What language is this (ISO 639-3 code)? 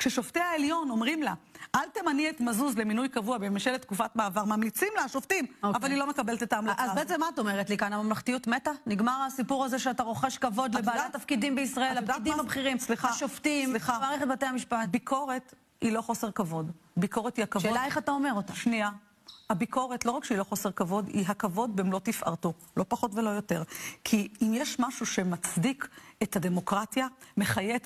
heb